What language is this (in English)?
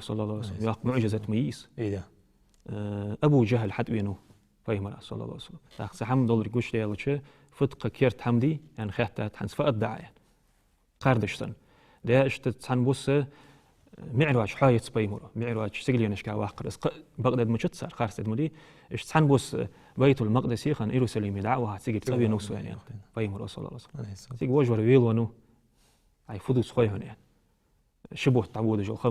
Ingush